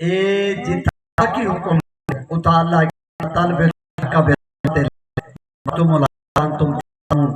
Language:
Saraiki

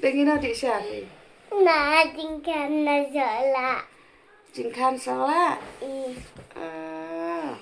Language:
Khasi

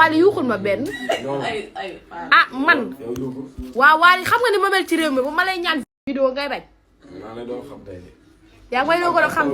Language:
Wolof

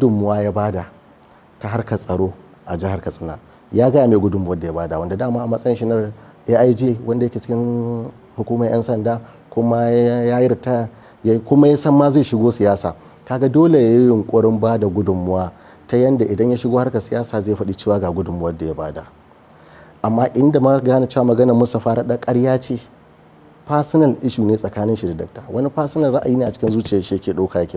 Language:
Hausa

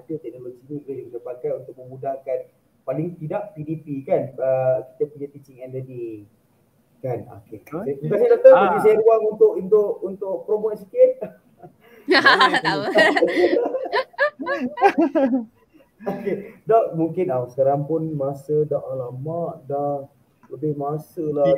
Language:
Malay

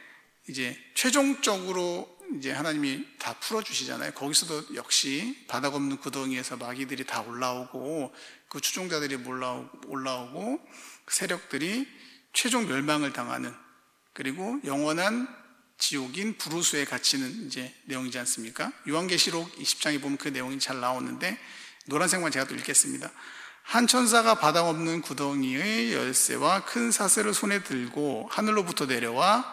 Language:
Korean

